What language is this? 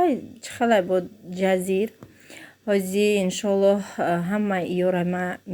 Tajik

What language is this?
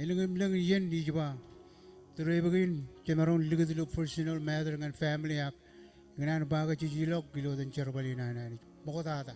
Marshallese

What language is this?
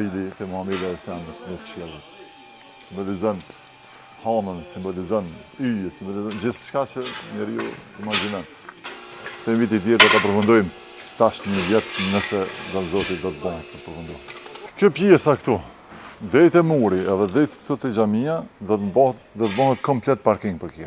Albanian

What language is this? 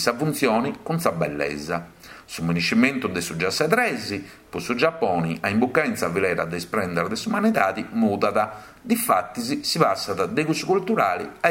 Sardinian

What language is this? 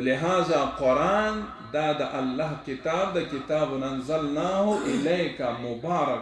Pashto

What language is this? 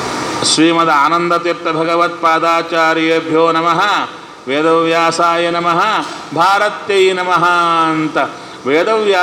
Kannada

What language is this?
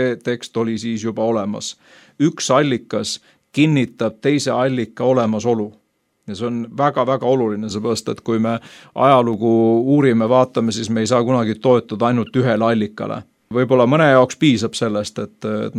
Estonian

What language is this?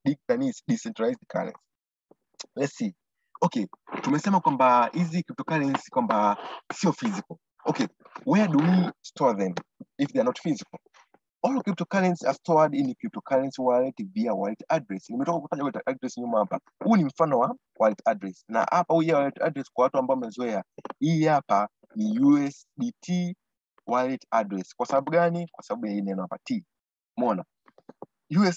Swahili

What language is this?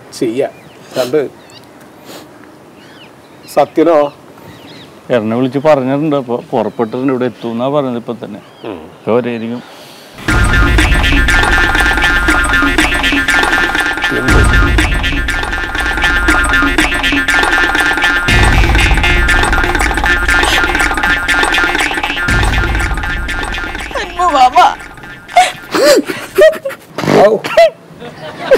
Malayalam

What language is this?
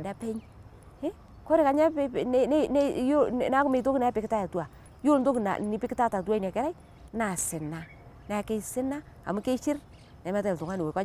Masai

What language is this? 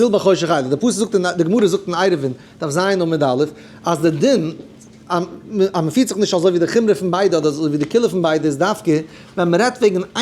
Yiddish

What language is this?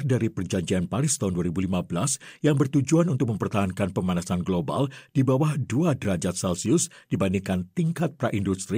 Indonesian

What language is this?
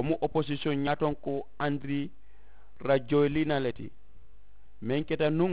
Mandingo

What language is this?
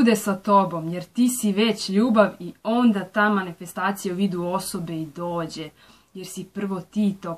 Serbian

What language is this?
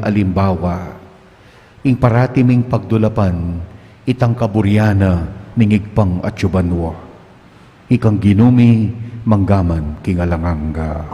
Pampanga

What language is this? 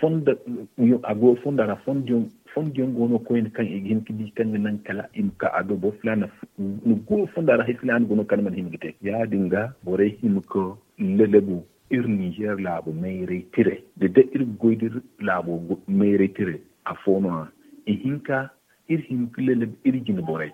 Zarma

